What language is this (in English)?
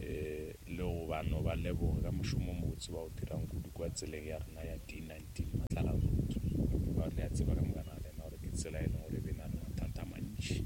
Northern Sotho